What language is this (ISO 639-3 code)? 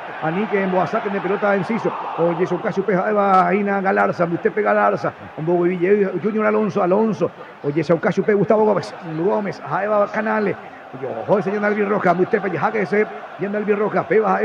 grn